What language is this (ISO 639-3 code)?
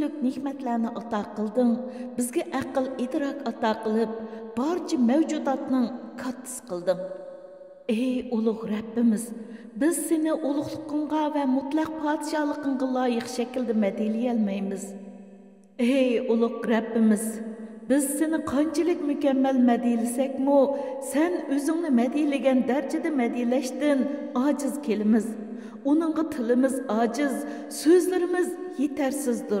uig